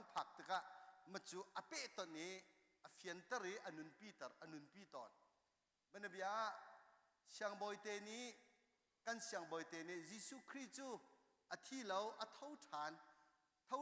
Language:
Hakha Chin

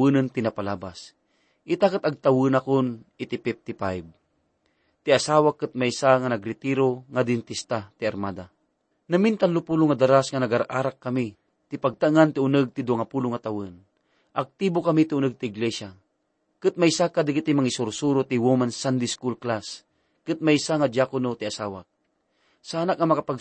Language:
Iloko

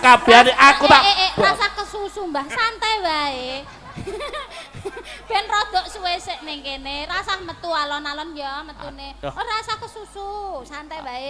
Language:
Javanese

